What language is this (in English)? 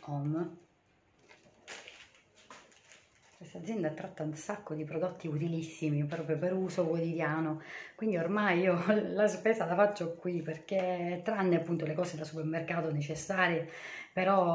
Italian